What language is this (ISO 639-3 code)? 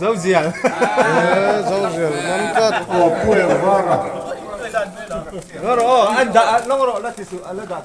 lus